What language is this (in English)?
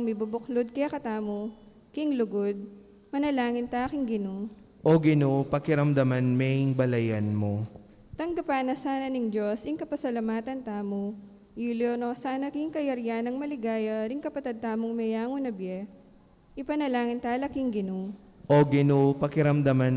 Pampanga